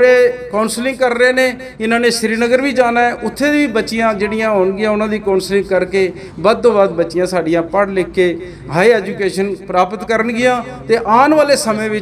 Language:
Punjabi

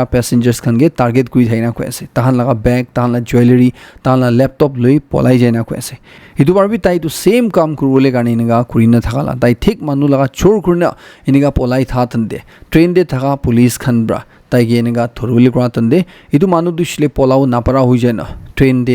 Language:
Naga Pidgin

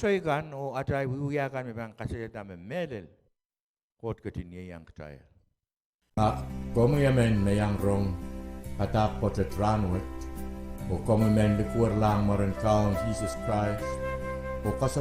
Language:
Pohnpeian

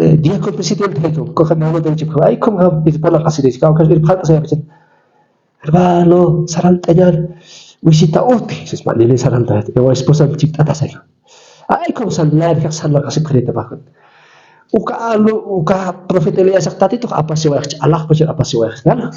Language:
Aymara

